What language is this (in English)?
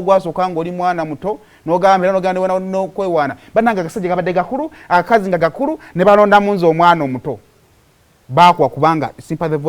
Ganda